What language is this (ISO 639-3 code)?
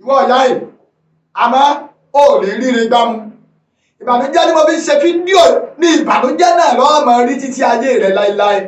yor